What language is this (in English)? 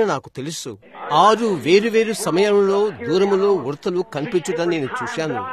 Telugu